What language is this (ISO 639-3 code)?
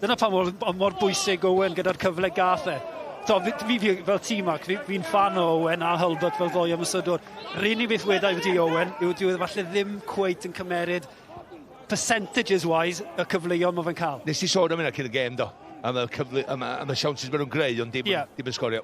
cym